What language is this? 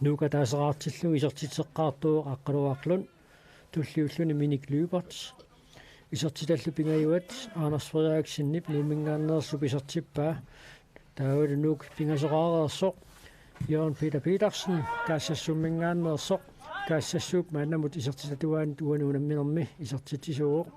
Kalaallisut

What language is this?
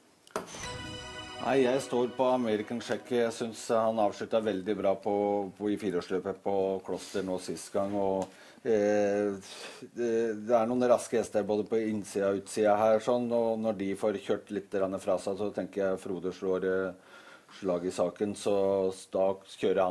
Norwegian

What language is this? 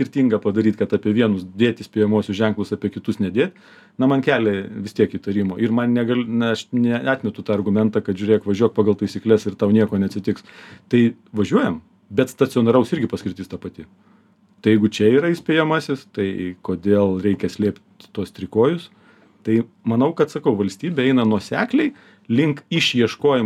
Lithuanian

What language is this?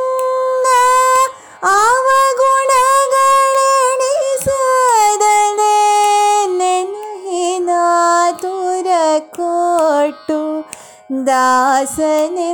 Kannada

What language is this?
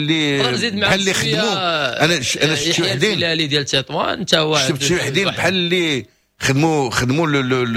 Moroccan Arabic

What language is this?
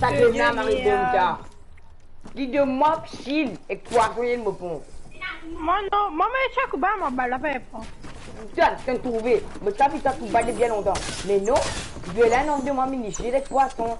Morisyen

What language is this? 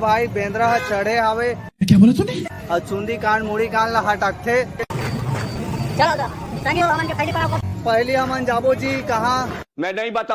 Chhattisgarhi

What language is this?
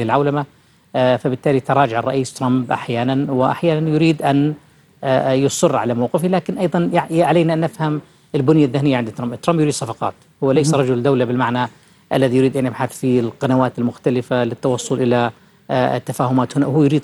Arabic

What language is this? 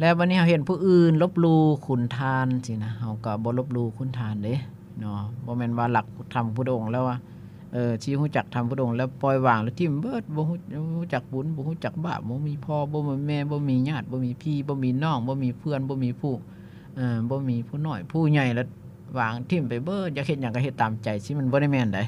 Lao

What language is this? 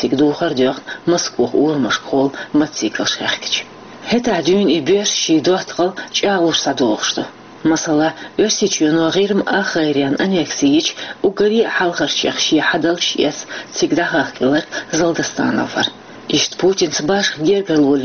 Chechen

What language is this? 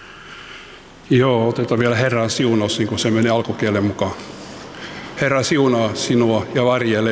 Finnish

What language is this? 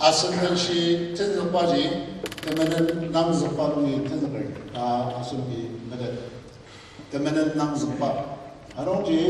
Ao Naga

